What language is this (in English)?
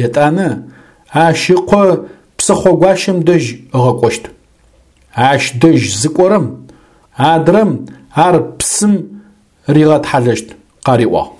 Adyghe